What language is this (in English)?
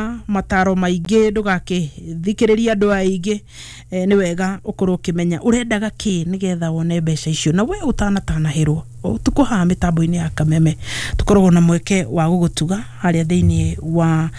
Kikuyu